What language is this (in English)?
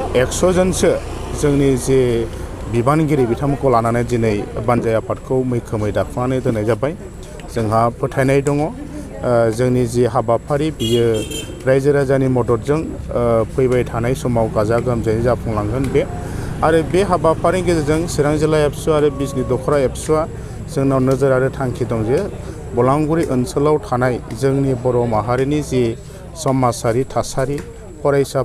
Bodo